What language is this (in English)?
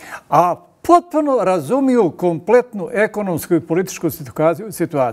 Bosnian